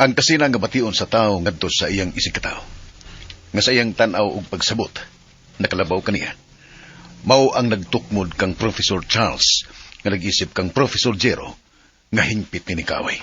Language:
Cebuano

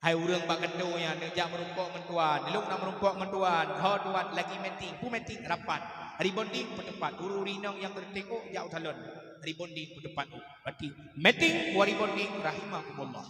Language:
Achinese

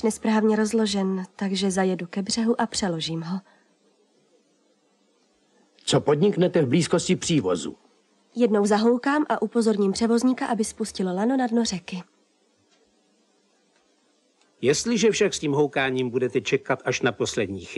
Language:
Czech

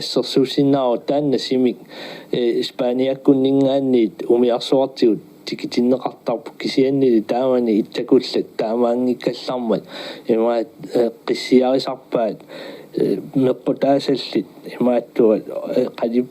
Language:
Kalaallisut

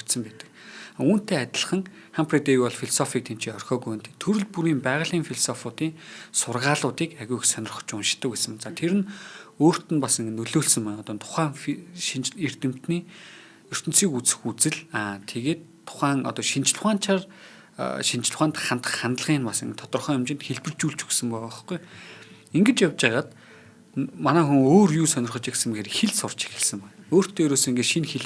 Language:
Mongolian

